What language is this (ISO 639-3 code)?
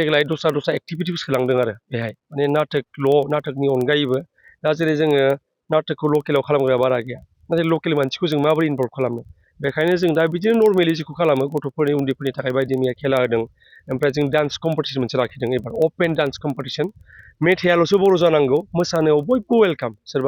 brx